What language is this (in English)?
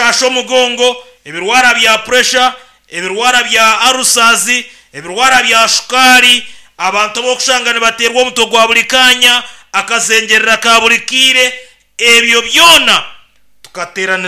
Nyankole